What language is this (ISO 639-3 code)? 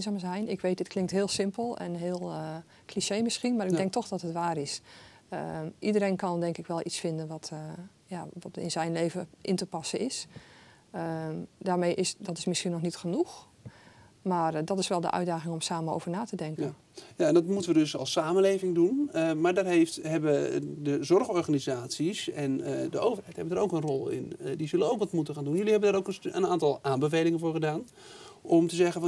nld